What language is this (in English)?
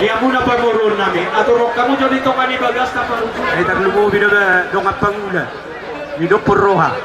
Batak Toba